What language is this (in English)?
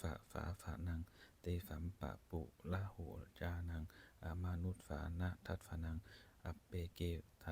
Pali